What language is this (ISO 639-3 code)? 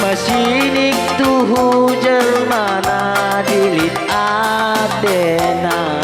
btx